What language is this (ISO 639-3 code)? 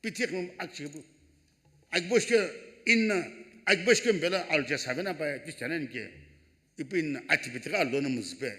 nsm